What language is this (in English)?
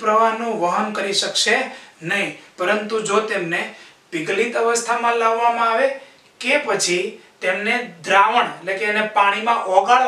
Gujarati